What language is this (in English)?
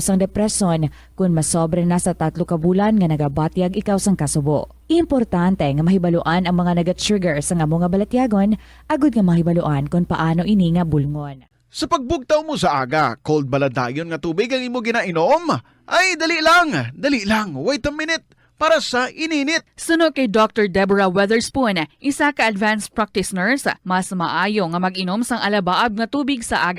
Hiligaynon